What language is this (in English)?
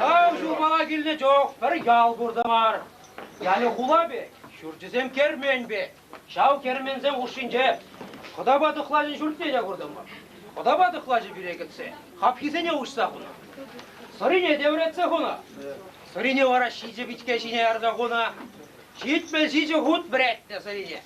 Chuvash